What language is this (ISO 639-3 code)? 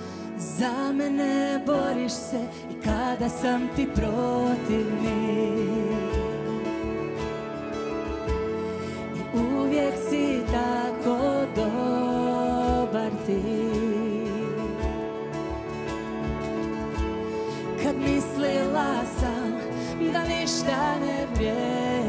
hrv